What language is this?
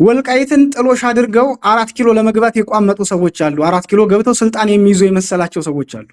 Amharic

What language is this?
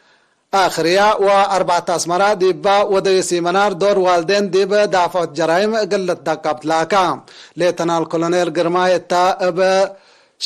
Tigre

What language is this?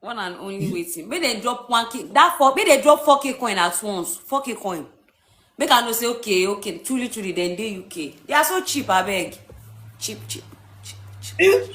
Nigerian Pidgin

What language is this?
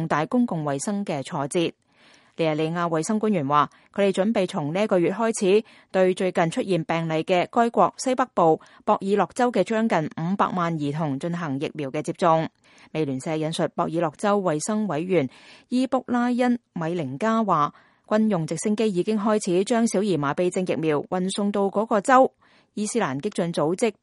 Cantonese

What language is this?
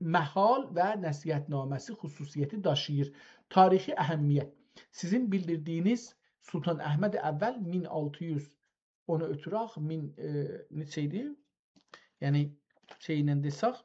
South Azerbaijani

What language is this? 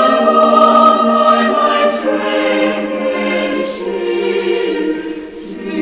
South Bolivian Quechua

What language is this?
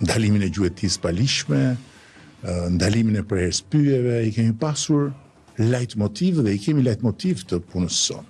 Albanian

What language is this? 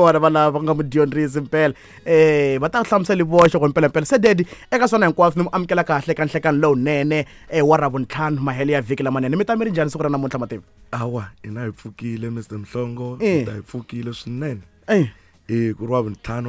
Tsonga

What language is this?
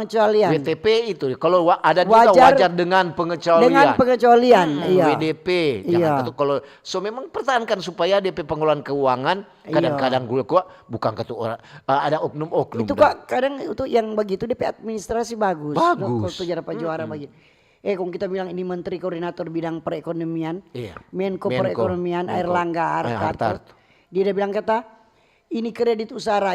Manado Malay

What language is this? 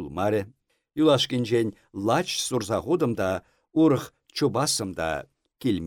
Chuvash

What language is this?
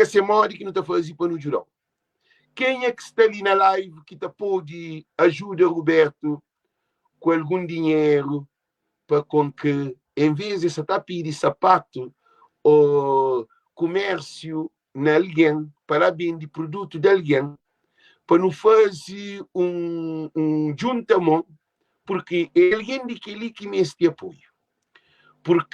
Kabuverdianu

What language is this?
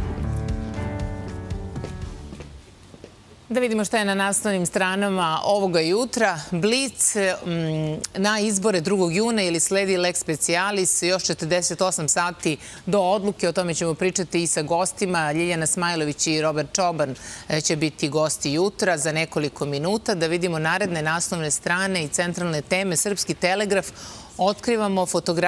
Serbian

